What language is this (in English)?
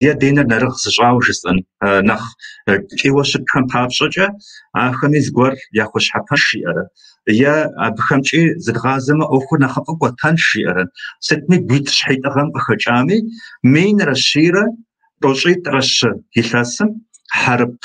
Kabardian